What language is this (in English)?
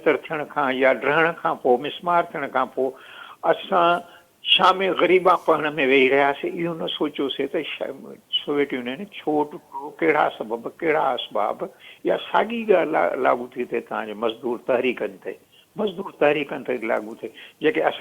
Sindhi